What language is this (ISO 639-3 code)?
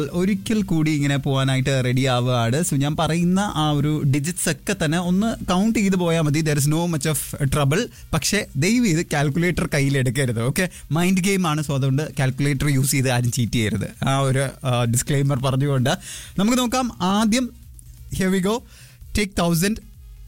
mal